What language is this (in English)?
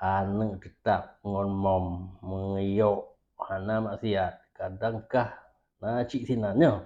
Achinese